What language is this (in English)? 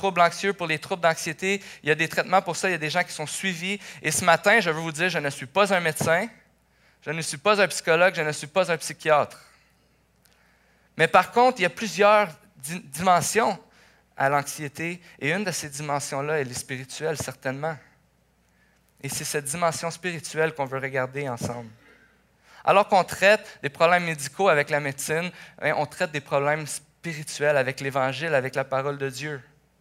French